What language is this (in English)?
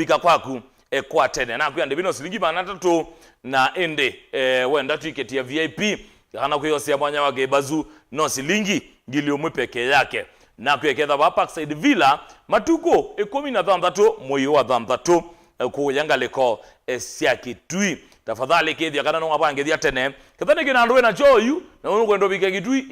Kamba